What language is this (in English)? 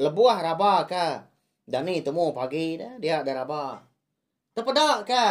Iban